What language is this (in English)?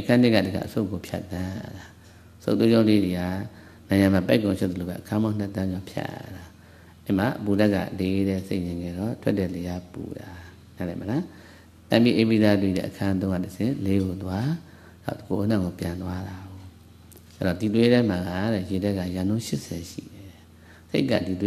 Burmese